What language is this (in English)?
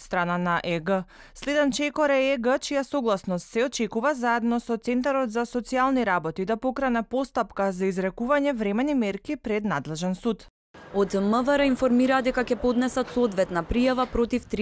Macedonian